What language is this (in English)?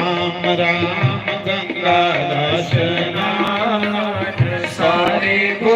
Dogri